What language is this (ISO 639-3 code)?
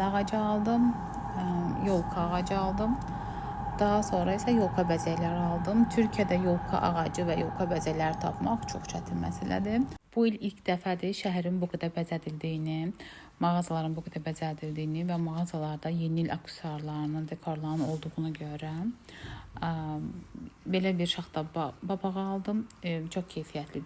aze